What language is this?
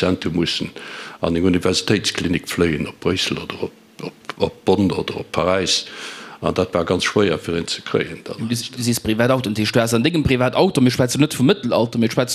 Luxembourgish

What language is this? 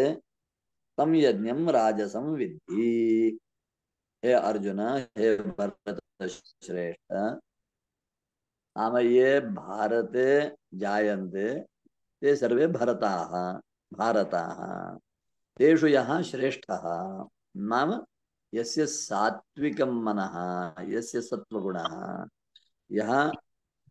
Sanskrit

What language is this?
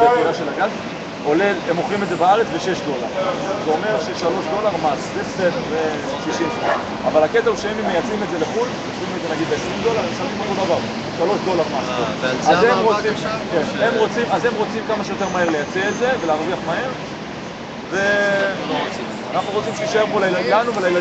Hebrew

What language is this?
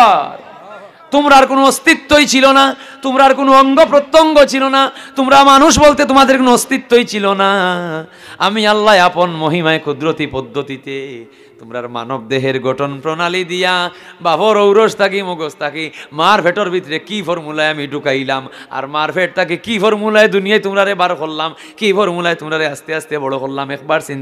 Sylheti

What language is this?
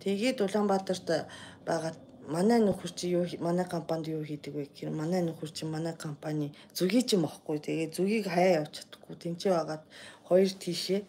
Mongolian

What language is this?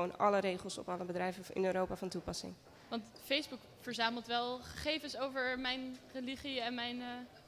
Dutch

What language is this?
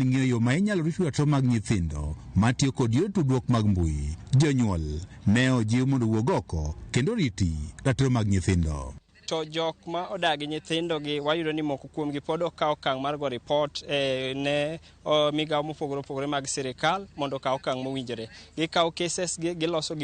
Luo (Kenya and Tanzania)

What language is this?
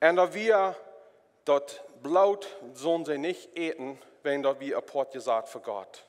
Plautdietsch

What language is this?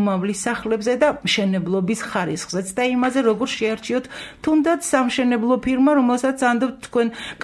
Georgian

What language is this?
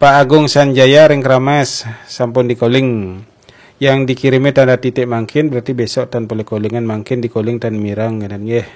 Balinese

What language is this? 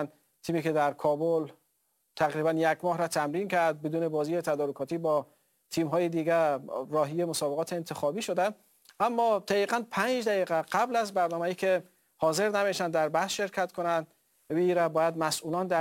Persian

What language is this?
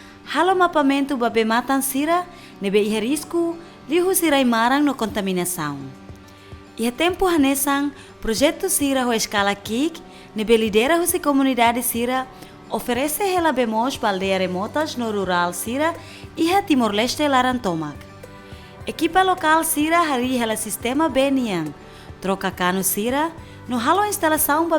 Tetum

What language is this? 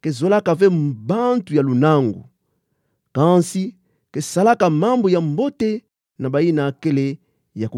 Kituba (Democratic Republic of Congo)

